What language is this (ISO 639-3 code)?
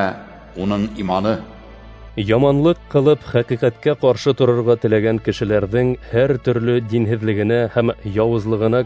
bak